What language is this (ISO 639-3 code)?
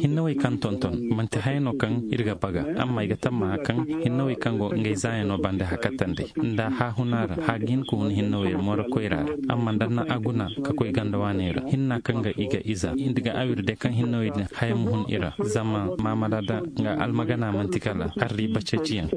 ses